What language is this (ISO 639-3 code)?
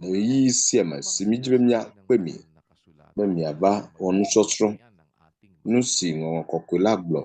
ewe